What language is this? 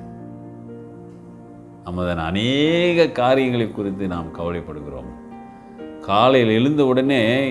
Tamil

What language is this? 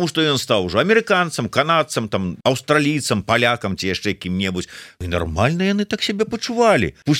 Belarusian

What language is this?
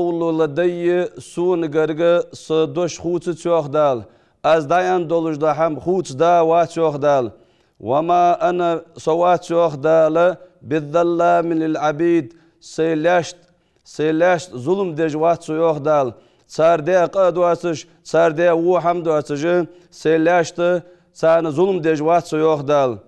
Ingush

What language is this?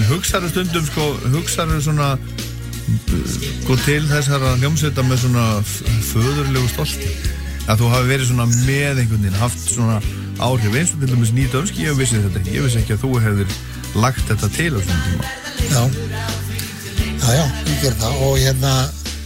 Icelandic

